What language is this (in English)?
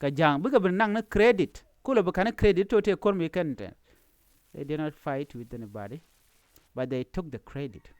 Nuer